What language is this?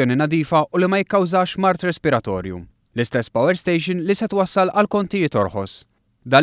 Maltese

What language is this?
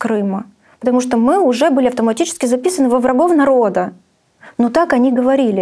Russian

